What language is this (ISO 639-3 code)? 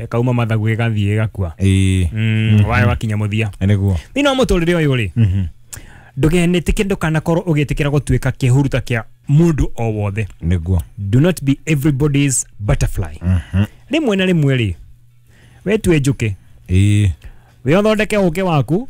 kik